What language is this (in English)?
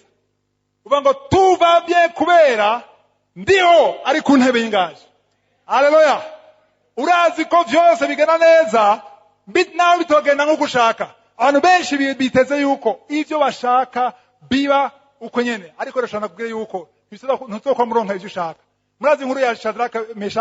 Rundi